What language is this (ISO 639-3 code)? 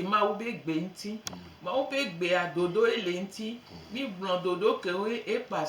gej